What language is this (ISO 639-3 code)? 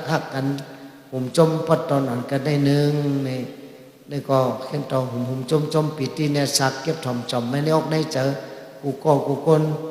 shn